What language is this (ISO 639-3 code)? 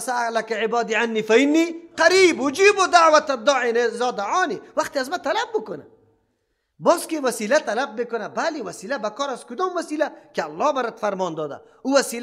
fas